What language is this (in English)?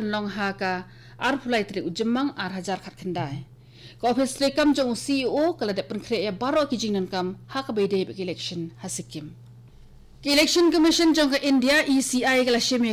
Khasi